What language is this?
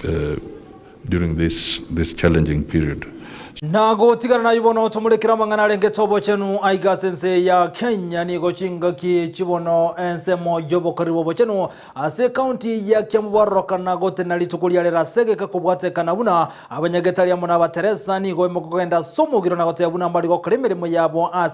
Gusii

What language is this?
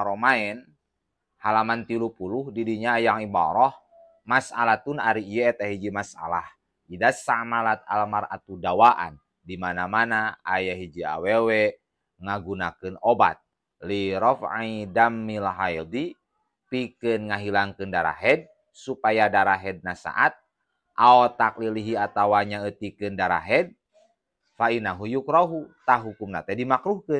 Sundanese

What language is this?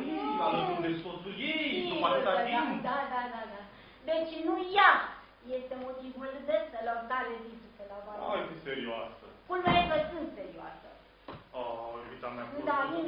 Romanian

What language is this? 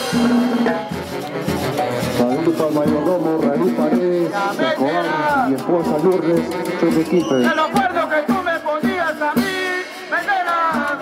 Spanish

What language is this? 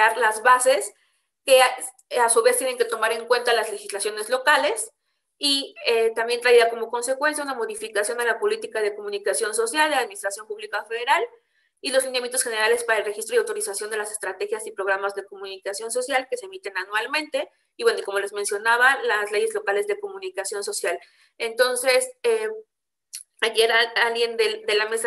Spanish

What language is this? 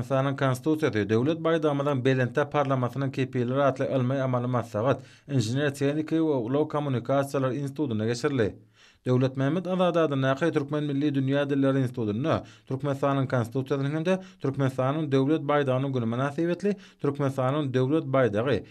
Turkmen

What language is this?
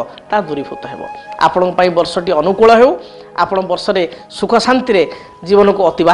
Odia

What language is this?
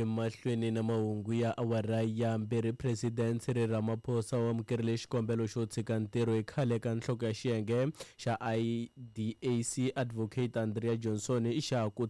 Tsonga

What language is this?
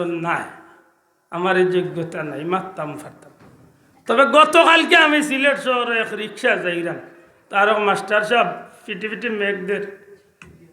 Sylheti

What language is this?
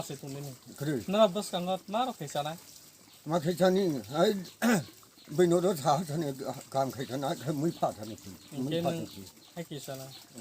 Kok Borok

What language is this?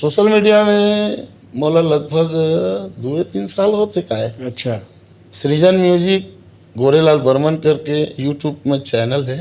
Chhattisgarhi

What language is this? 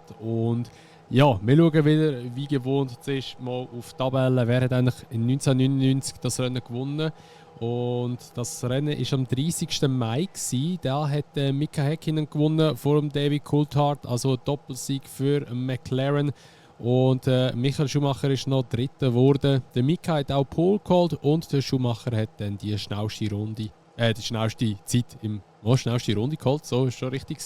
Swiss German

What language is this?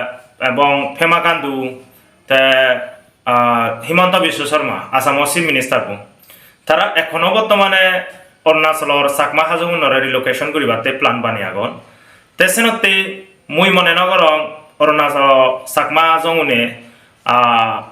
Chakma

